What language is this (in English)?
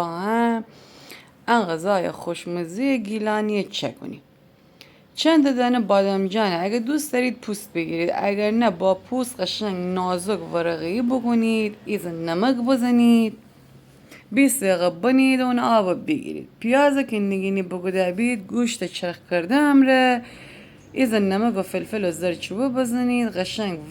Gilaki